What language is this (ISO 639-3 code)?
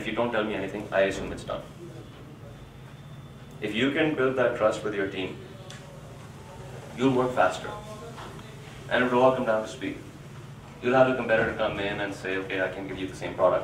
eng